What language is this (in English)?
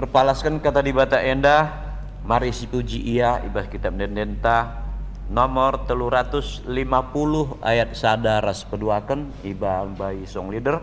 Batak Karo